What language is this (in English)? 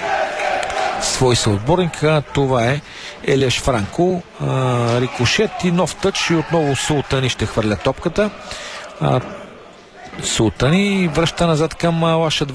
Bulgarian